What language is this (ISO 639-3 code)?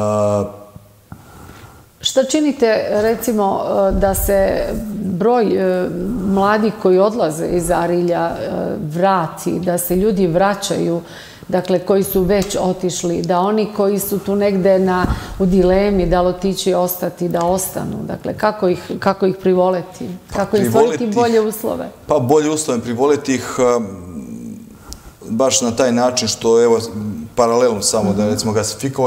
srp